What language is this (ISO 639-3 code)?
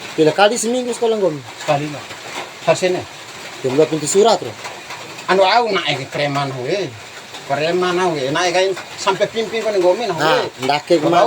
bhp